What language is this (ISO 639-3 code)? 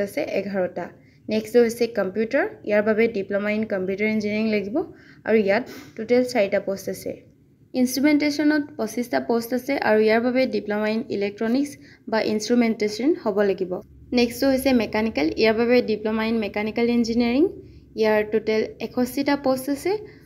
asm